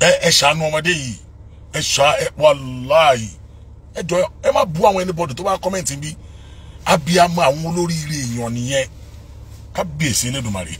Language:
Yoruba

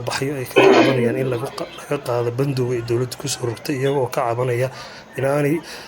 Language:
Somali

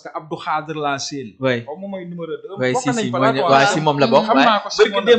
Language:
Wolof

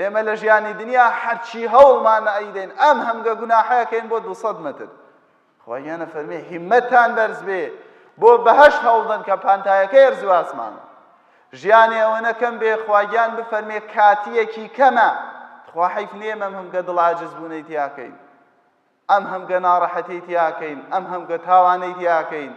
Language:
Central Kurdish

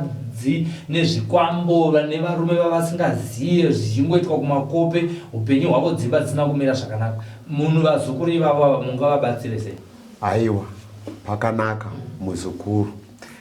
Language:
Shona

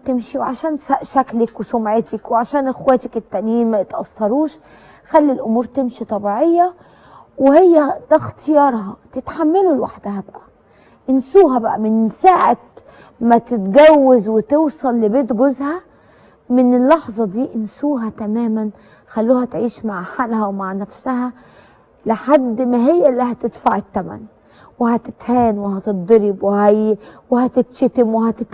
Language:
Egyptian Arabic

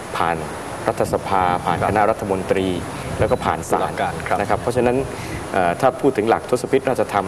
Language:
Thai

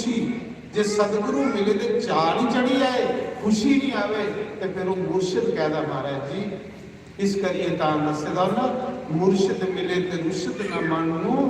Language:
Dogri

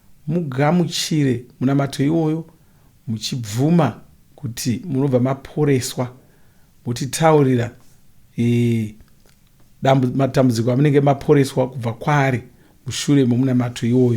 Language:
Shona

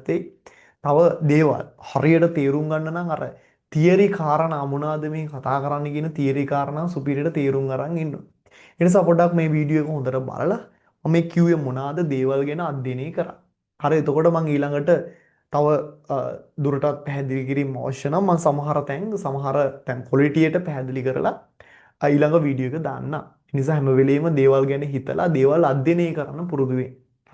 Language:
Sinhala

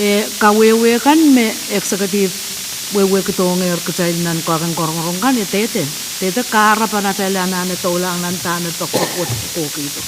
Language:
Pohnpeian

